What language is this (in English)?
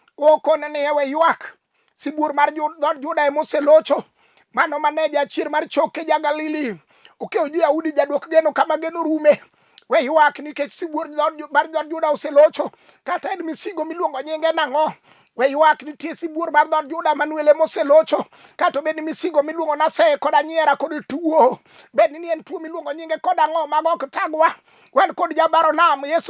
Luo (Kenya and Tanzania)